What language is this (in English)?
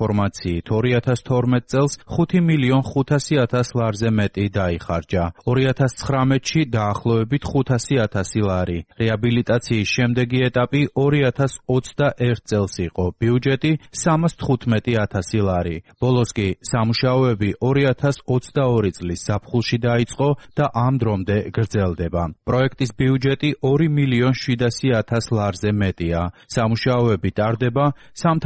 Georgian